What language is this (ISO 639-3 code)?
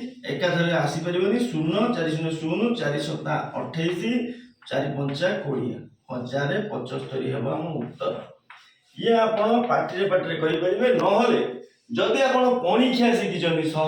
ori